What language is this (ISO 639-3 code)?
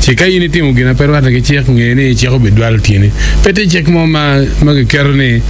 ach